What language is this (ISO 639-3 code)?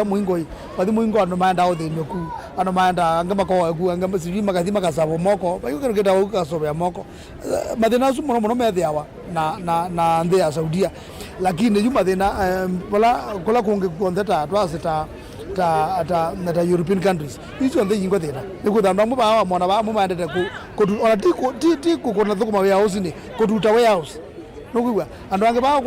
kam